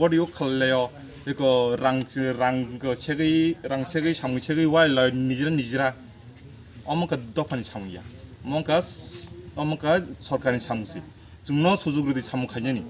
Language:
Kok Borok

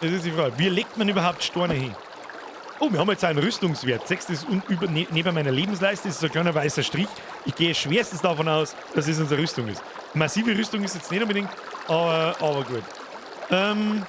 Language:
Bavarian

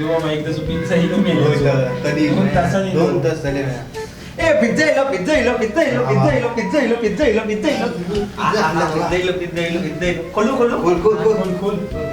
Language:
Konkani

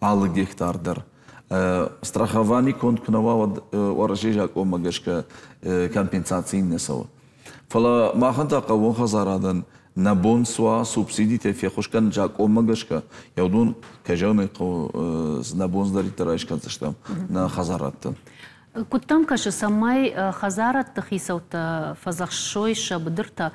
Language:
Ossetic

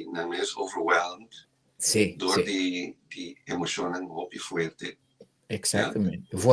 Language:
Papiamento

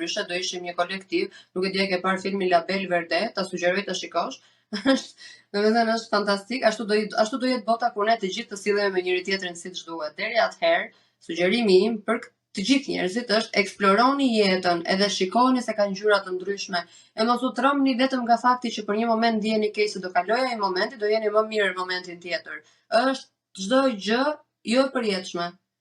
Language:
Albanian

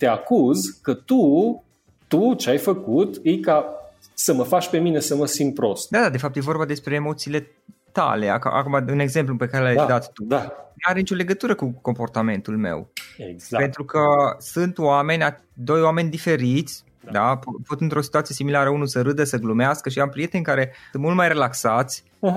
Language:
Romanian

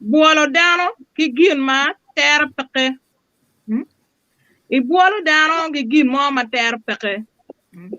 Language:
Acoli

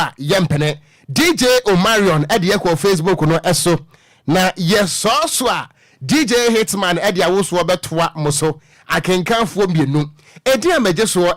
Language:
Akan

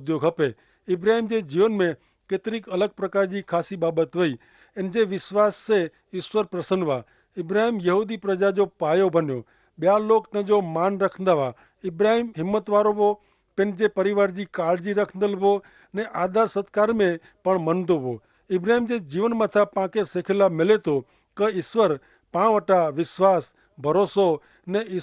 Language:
Kachhi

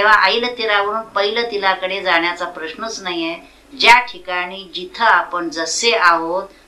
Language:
Marathi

